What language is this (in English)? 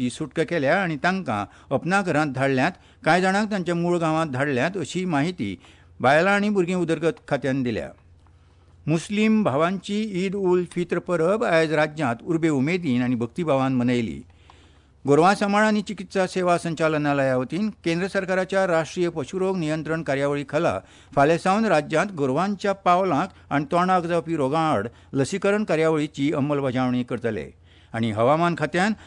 Konkani